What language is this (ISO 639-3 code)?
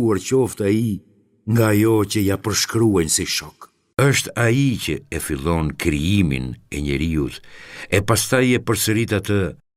sqi